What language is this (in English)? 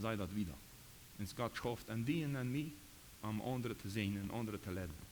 Plautdietsch